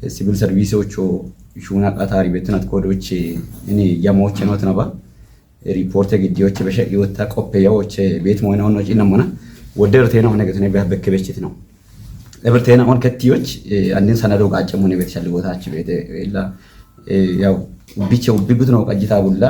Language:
Kafa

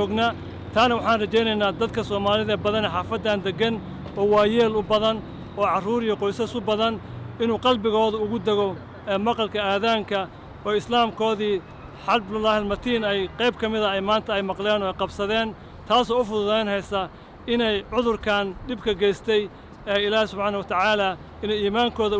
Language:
Somali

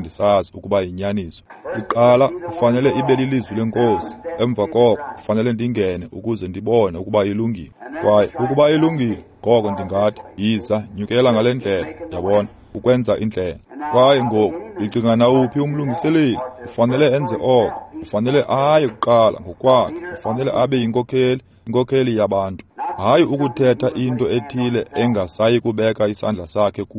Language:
Xhosa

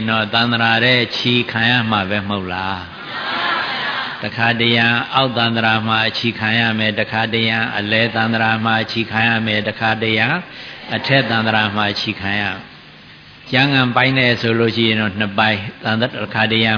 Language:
Burmese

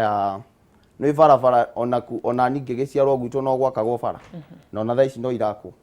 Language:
Kikuyu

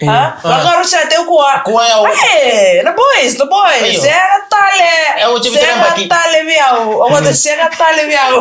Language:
Fijian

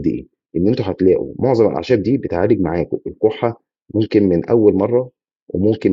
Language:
Egyptian Arabic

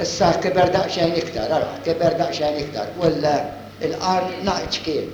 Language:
Maltese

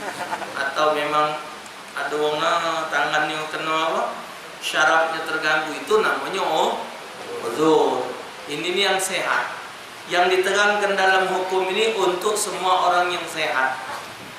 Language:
Musi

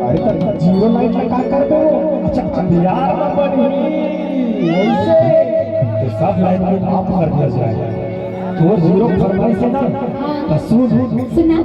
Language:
Chhattisgarhi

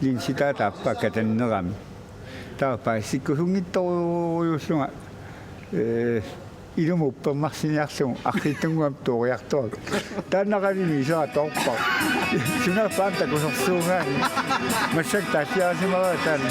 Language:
Kalaallisut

